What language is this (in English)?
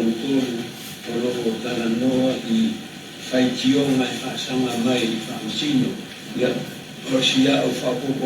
Samoan